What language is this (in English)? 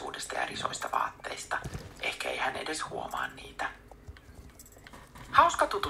Finnish